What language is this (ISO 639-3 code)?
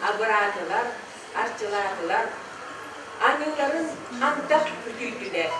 sah